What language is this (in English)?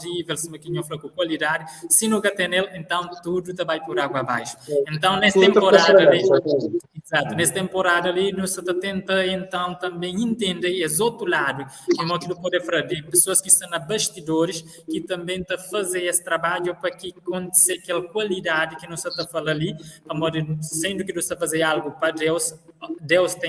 Kabuverdianu